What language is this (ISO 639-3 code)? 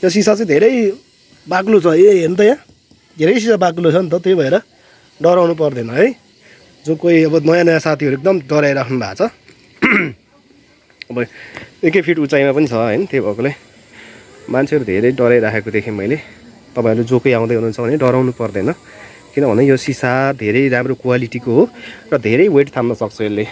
nep